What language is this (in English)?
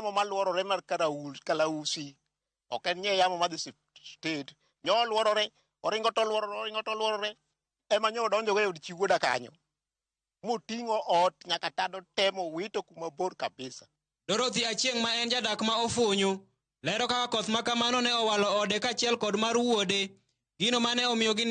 Luo (Kenya and Tanzania)